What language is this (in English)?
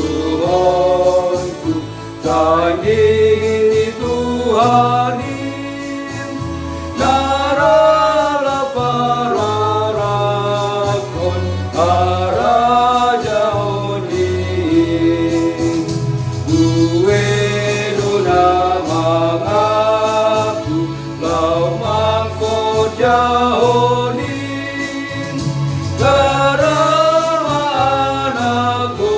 Batak Simalungun